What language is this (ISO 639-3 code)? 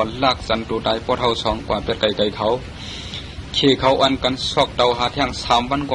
shn